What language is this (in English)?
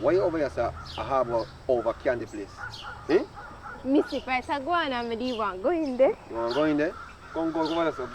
Jamaican Creole English